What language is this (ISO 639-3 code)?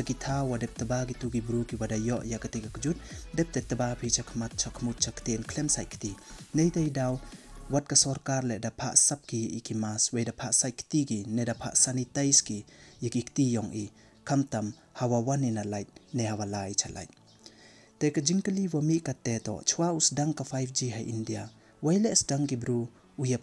pbv